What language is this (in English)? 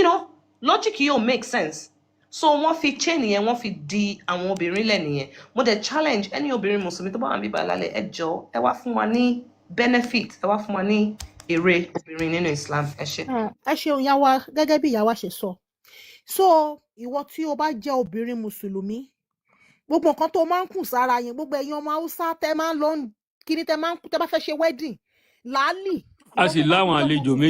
Yoruba